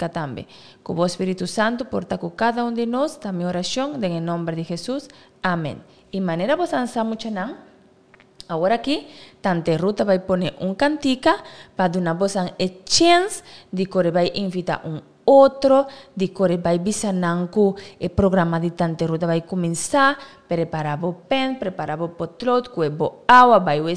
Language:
Papiamento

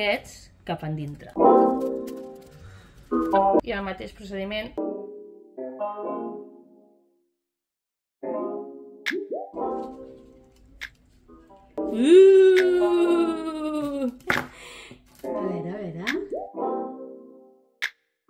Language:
Catalan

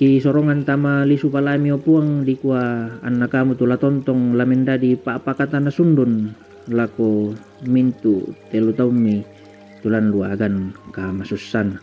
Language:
Toraja-Sa'dan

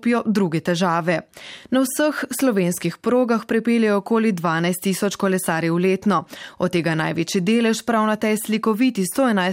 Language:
Slovenian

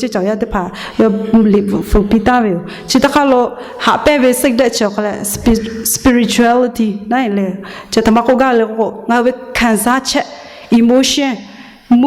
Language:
Lahu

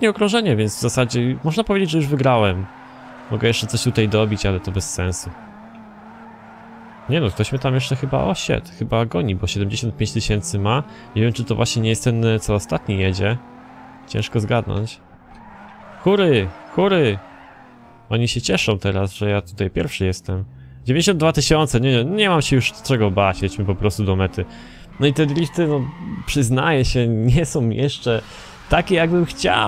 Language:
Polish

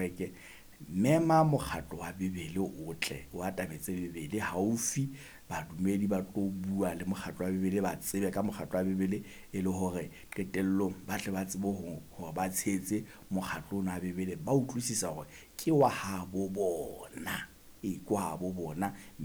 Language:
Southern Sotho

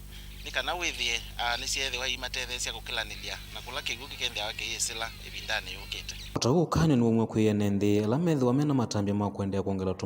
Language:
Kamba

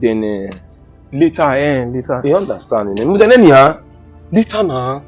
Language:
Bini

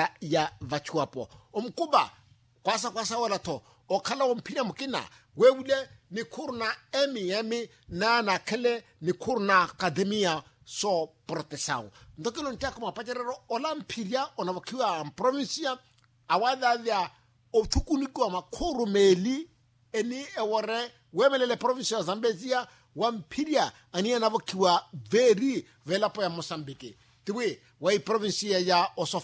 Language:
Makhuwa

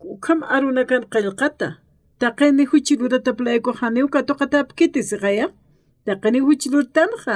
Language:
Aymara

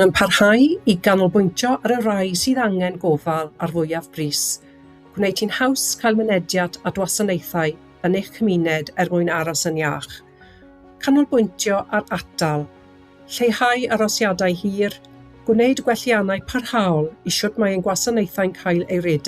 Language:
Welsh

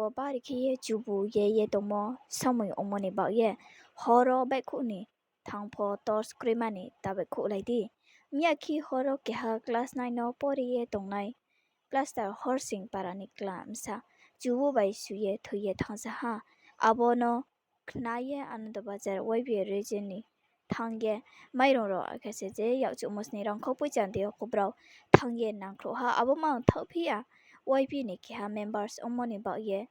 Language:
Riang (India)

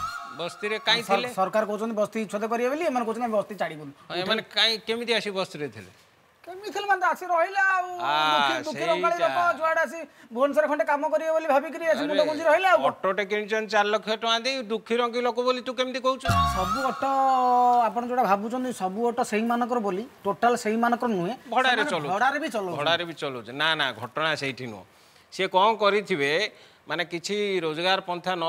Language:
Odia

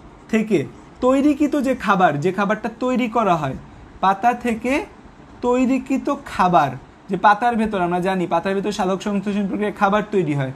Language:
Bangla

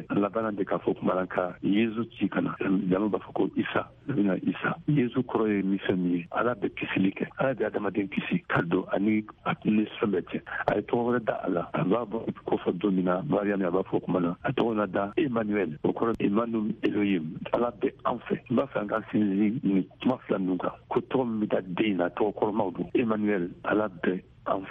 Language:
Bambara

